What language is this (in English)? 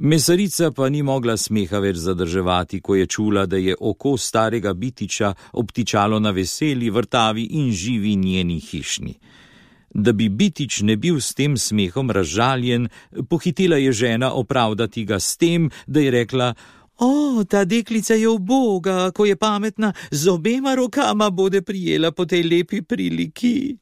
Slovenian